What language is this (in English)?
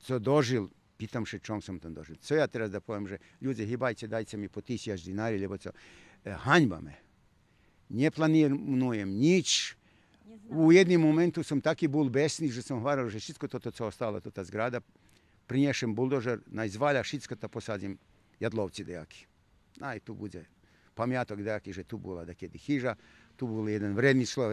Rusyn